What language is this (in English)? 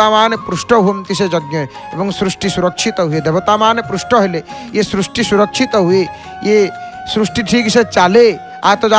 Odia